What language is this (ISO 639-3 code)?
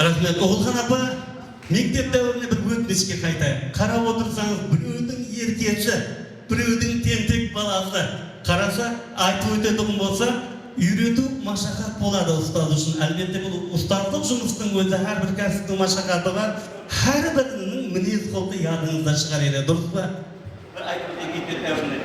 kaa